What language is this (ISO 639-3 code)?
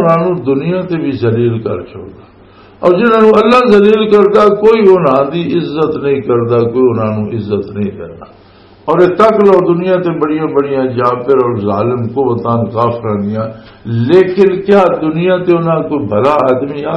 lah